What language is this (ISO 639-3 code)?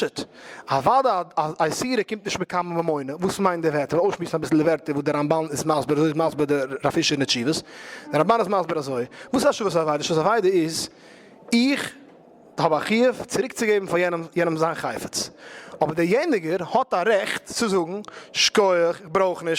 yid